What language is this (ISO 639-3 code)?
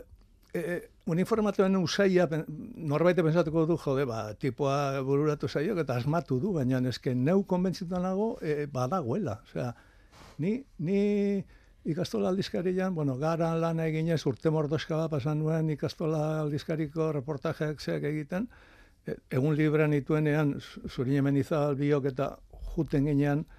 eus